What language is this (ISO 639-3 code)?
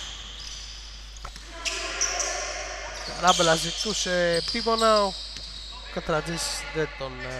ell